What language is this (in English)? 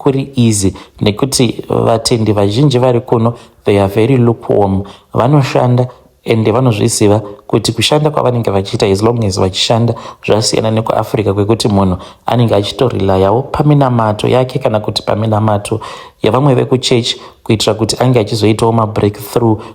Shona